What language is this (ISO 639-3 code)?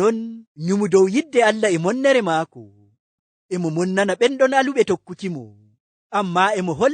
ful